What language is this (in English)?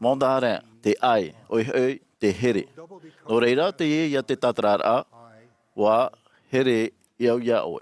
Tahitian